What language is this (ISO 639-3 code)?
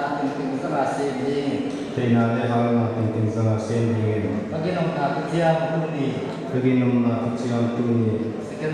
pck